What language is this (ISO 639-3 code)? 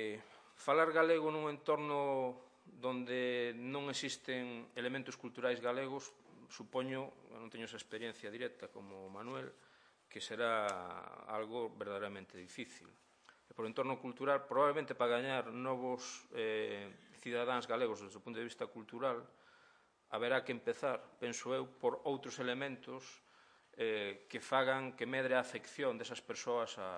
glg